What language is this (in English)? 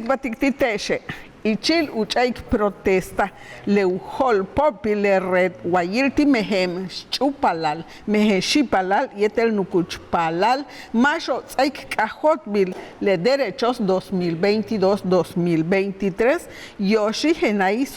Yucateco